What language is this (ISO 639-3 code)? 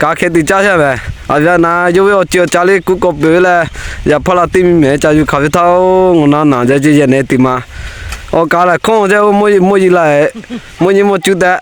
lhu